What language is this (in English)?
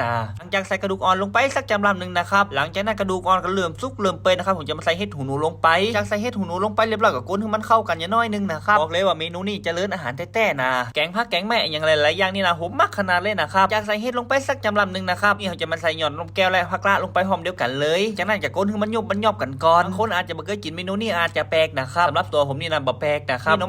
Northern Thai